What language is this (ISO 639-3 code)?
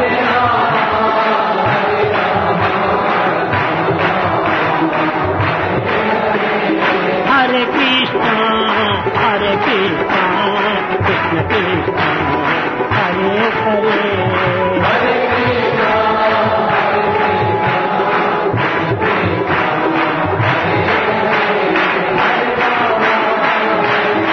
tel